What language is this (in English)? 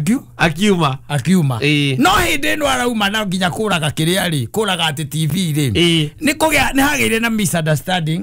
Kikuyu